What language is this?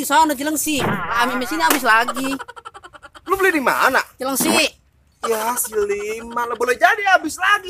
Betawi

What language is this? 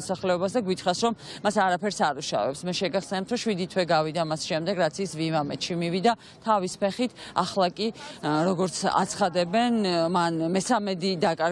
Georgian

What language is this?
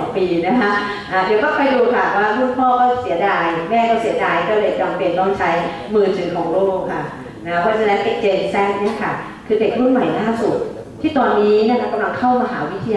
Thai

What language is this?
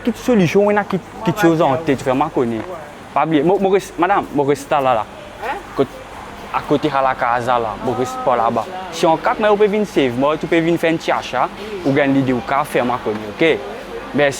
Morisyen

